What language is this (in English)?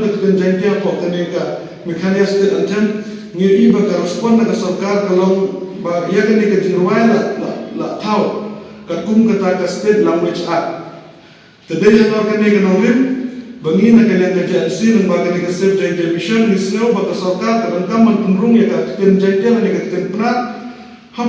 Khasi